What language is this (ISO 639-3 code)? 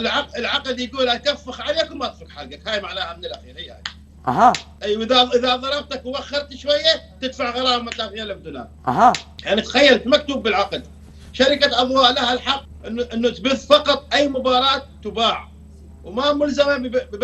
acm